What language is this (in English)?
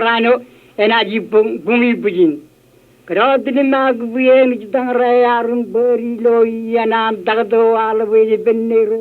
Marshallese